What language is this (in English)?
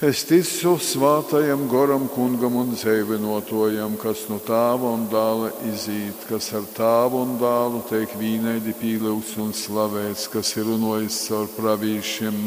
Latgalian